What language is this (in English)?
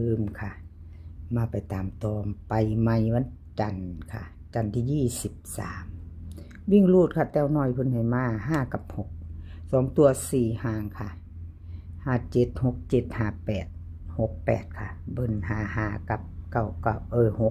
Northeastern Thai